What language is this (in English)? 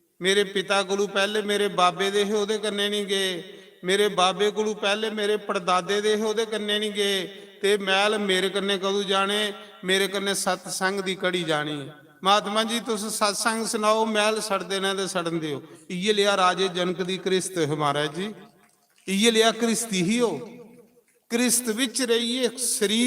Dogri